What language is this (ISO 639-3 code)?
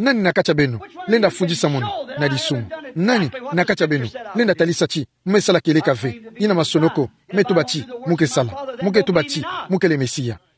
ktu